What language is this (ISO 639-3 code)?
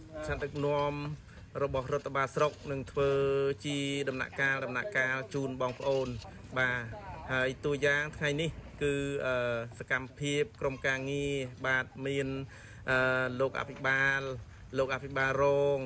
khm